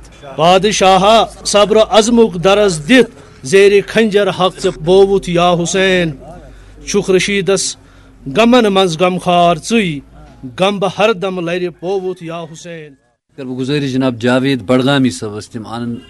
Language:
Kashmiri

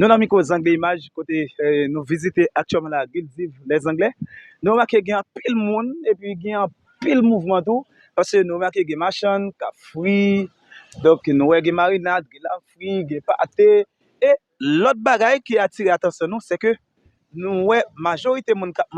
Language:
Haitian Creole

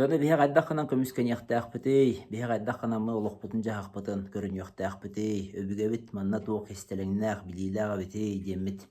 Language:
Yakut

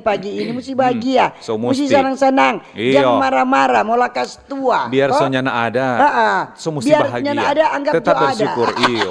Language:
Manado Malay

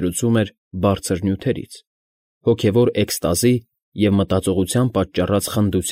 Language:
Armenian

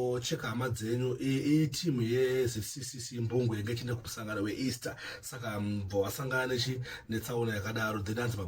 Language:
Shona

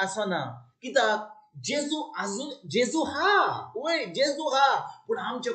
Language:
Konkani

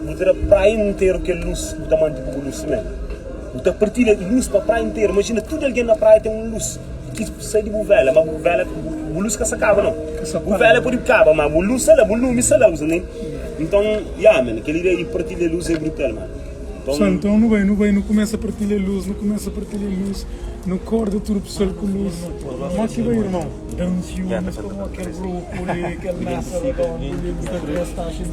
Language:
Kabuverdianu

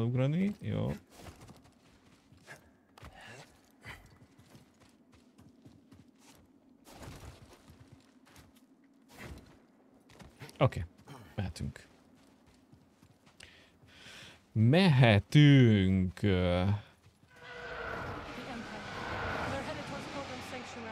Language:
Hungarian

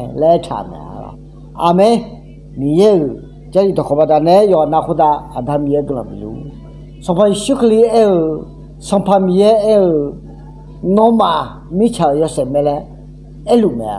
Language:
Akha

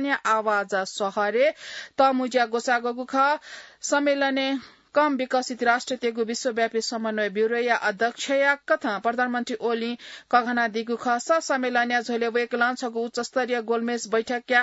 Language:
Newari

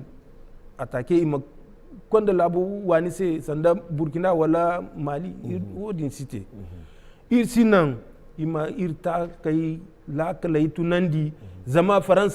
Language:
Zarma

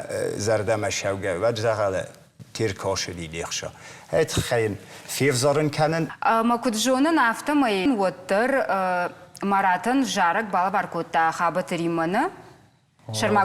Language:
Ossetic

